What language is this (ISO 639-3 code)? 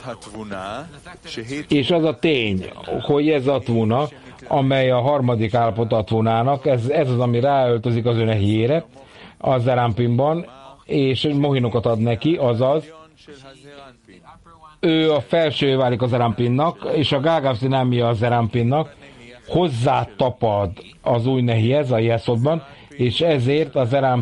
hun